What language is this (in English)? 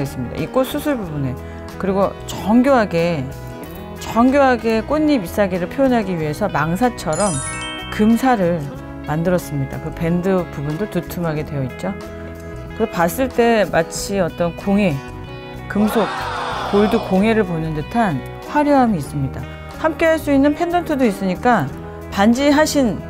Korean